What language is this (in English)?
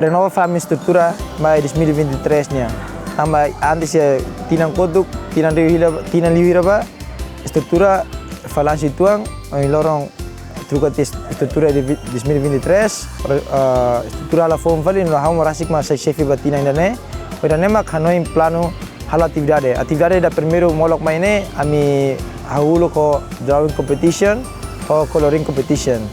Tetum